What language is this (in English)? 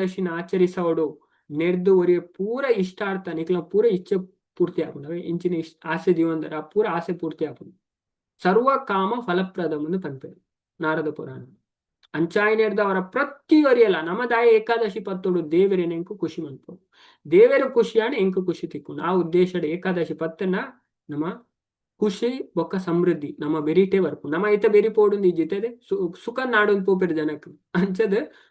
Tulu